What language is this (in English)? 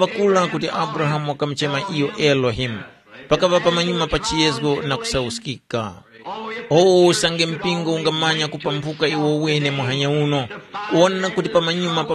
Tumbuka